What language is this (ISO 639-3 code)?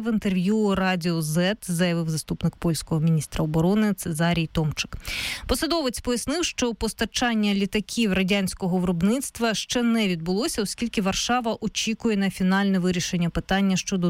ukr